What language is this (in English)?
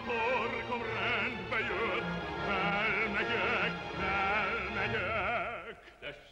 Hungarian